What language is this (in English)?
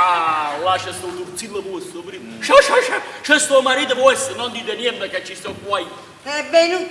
Neapolitan